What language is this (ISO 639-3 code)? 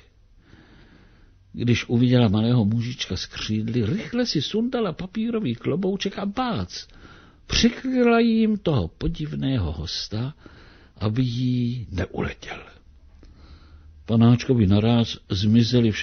ces